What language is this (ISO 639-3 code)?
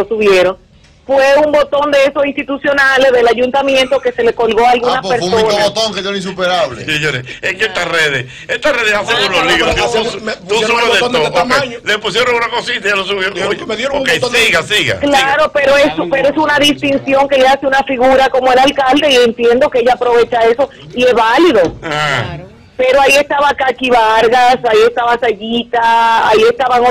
spa